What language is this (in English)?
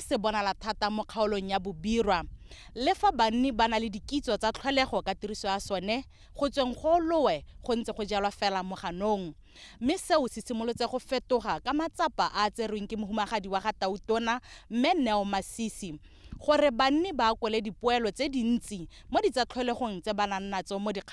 Tswana